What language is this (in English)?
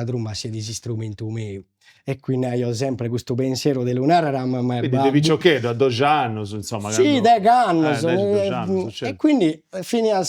Sardinian